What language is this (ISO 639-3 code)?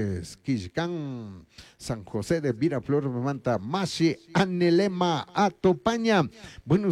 qug